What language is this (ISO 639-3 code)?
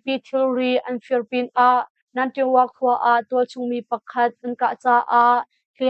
cnh